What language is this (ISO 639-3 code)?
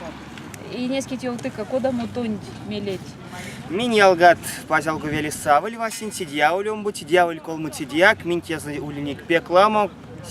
myv